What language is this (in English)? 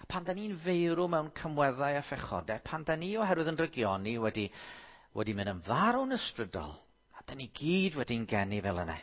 Welsh